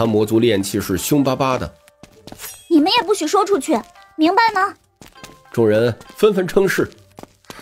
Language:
Chinese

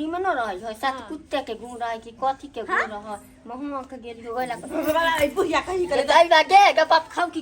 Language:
Maithili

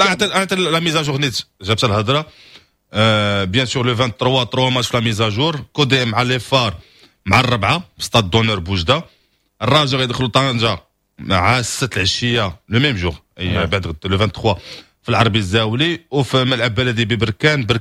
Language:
Moroccan Arabic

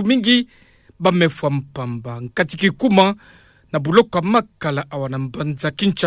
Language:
Kituba (Democratic Republic of Congo)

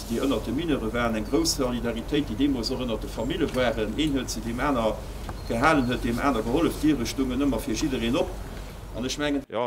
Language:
Luxembourgish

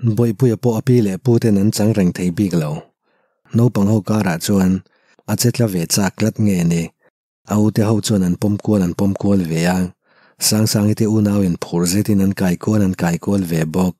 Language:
Mizo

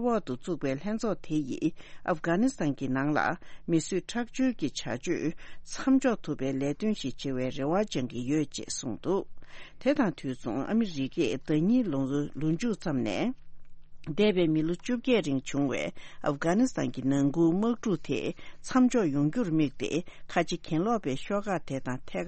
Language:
Tibetan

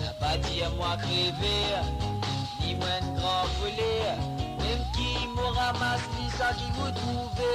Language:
Morisyen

